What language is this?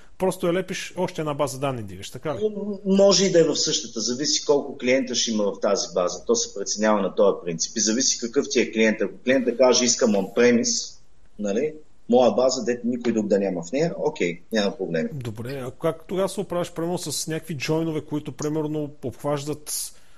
Bulgarian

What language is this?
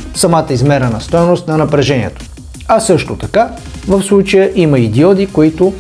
Bulgarian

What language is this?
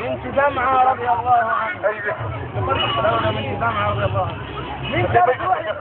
Egyptian Arabic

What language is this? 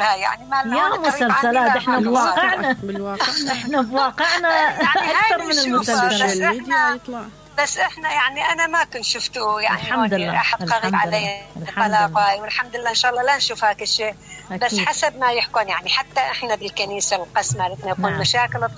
Mesopotamian Arabic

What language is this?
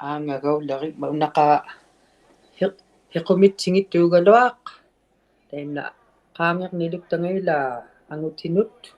Inuktitut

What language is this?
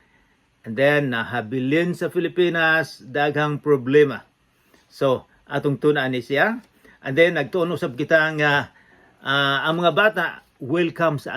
Cebuano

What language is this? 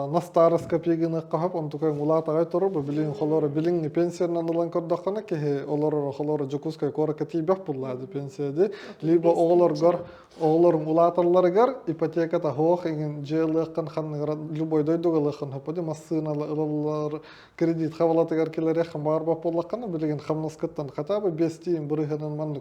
Yakut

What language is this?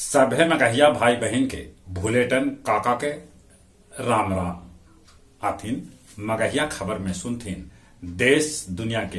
Magahi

